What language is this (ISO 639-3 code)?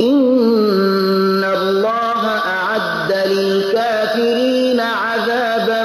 fas